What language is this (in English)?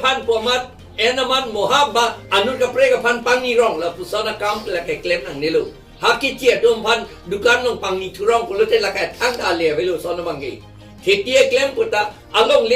Karbi